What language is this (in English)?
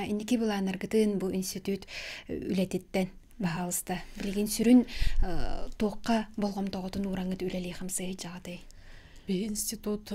Yakut